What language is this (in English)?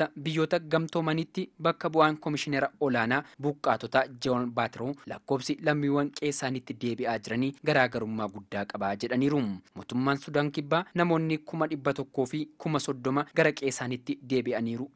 Oromo